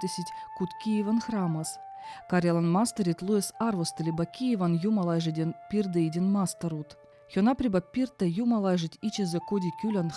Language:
Veps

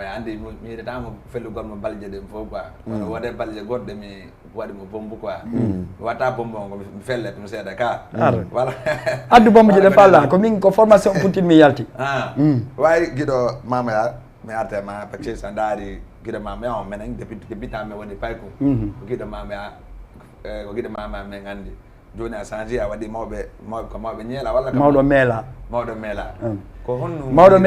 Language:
Fula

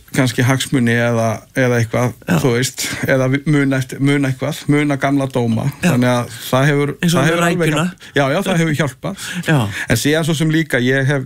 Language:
Icelandic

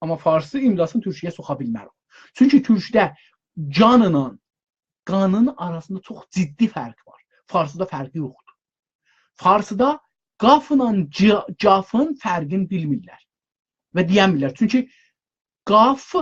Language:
South Azerbaijani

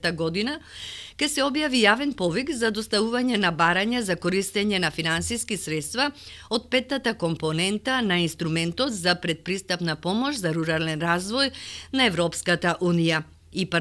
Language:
Macedonian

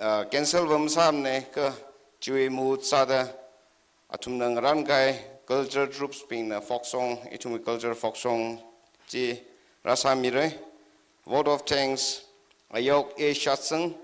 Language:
Tangkhul Naga (India)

